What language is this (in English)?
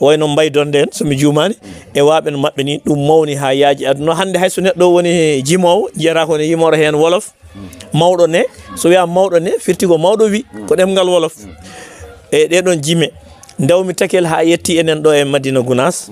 Fula